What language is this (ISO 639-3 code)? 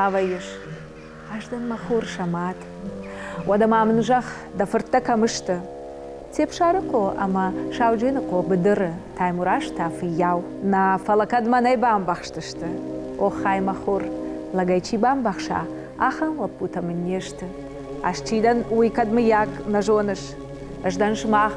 oss